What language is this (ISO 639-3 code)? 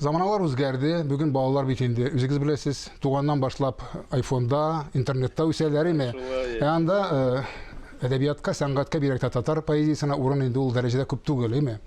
tat